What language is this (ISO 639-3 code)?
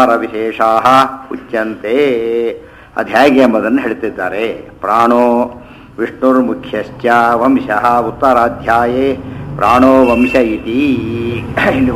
kan